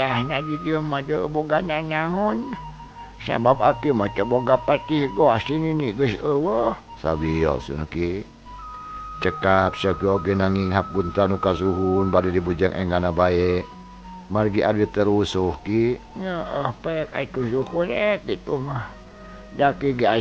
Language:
Sundanese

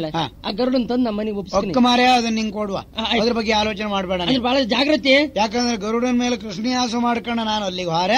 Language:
Kannada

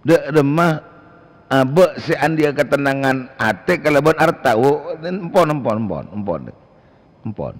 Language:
Madurese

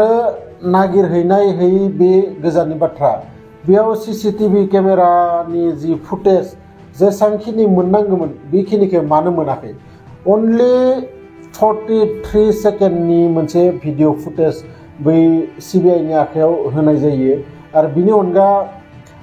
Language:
Bodo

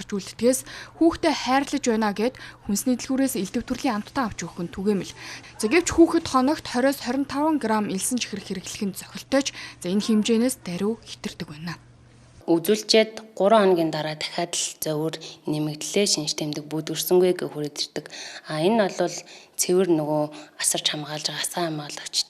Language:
Mongolian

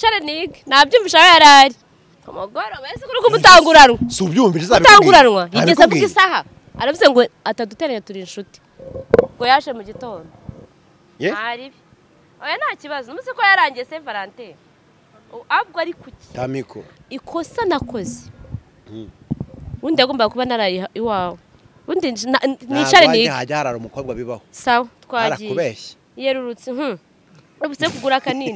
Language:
Kinyarwanda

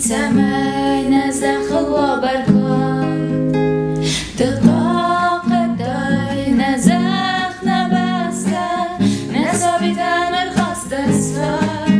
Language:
Ossetic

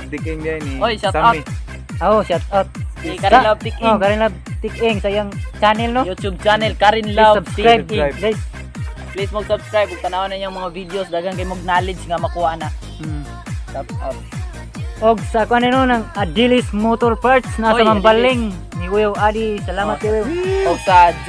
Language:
Cebuano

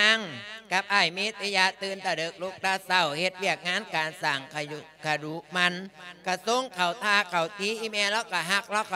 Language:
Lao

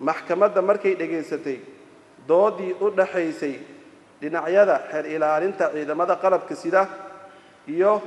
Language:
Somali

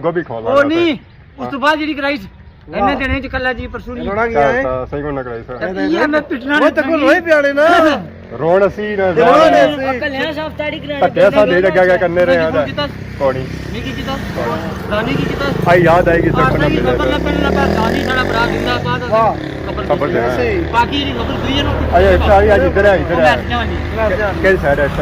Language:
Pahari-Potwari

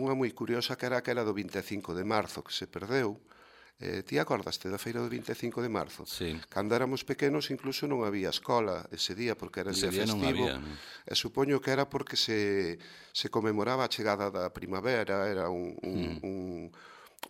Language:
Galician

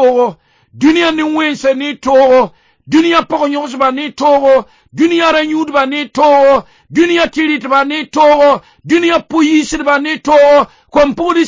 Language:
Mossi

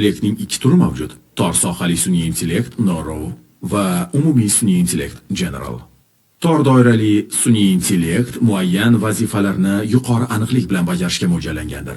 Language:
Uzbek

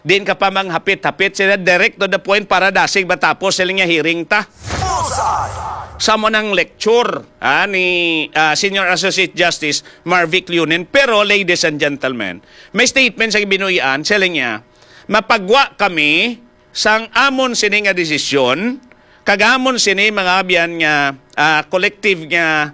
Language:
Hiligaynon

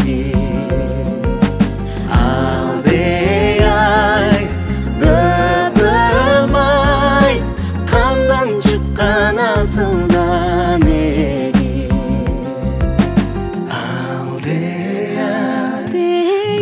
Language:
Kazakh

